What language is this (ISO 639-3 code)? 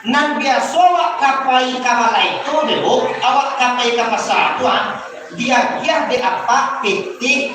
min